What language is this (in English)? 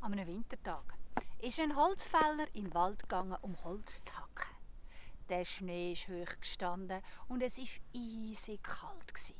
Swiss German